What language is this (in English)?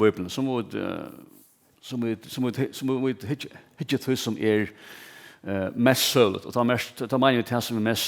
Faroese